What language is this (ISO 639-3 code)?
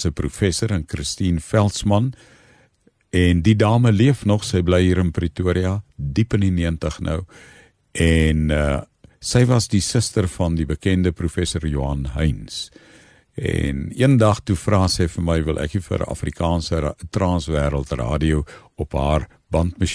afr